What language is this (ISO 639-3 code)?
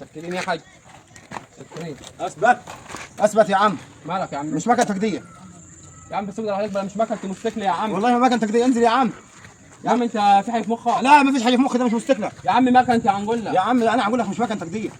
arz